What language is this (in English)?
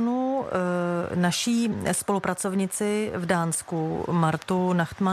Czech